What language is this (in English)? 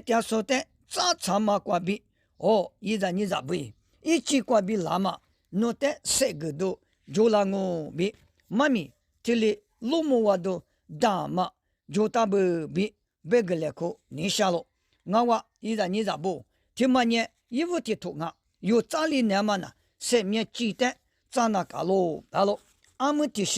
Lisu